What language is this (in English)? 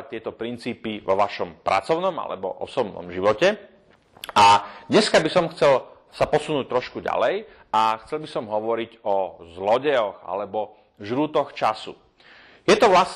Slovak